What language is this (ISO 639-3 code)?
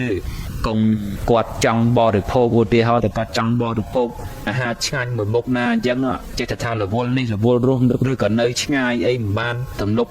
khm